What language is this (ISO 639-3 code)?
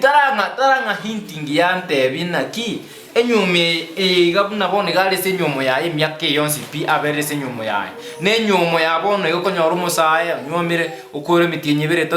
guz